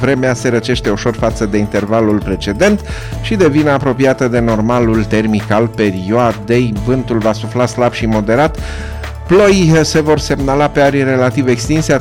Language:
Romanian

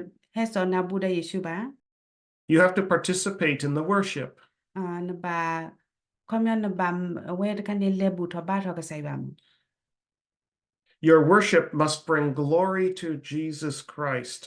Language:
S'gaw Karen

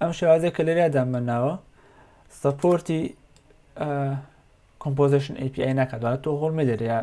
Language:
Central Kurdish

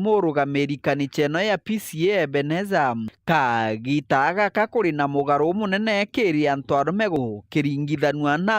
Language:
Meru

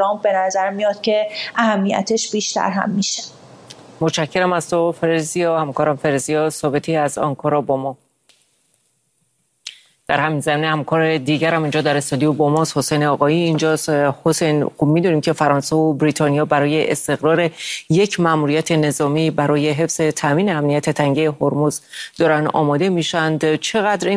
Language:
Persian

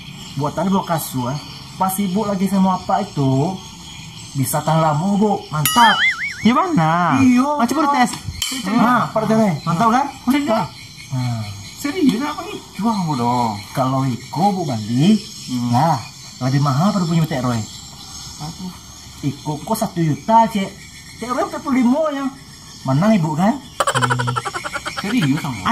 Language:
Minangkabau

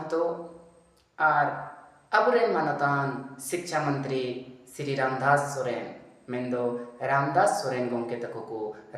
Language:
Santali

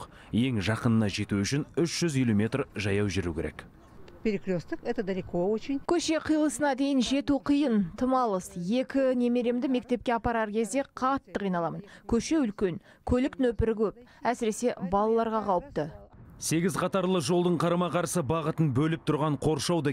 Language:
Kazakh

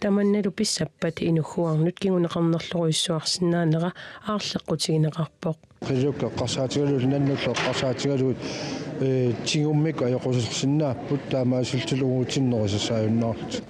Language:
Kalaallisut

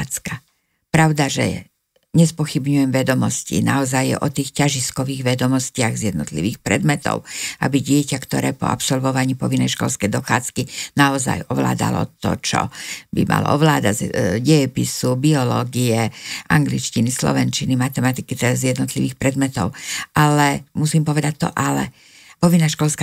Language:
Slovak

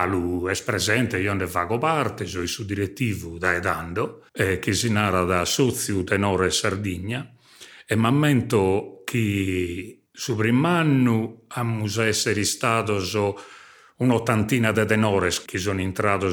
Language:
Sardinian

